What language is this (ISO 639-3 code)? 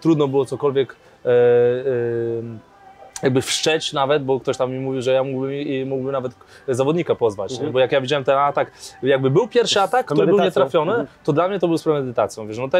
pol